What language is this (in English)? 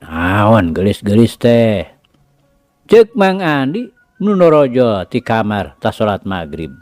Sundanese